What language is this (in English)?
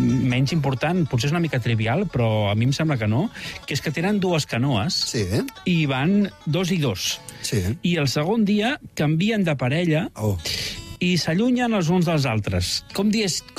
Catalan